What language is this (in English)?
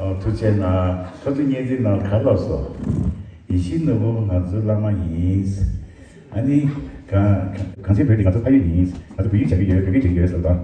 Tibetan